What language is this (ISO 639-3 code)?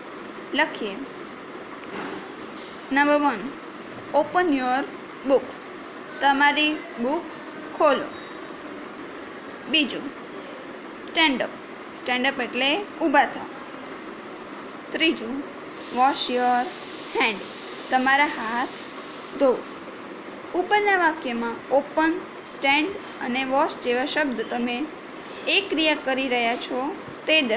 guj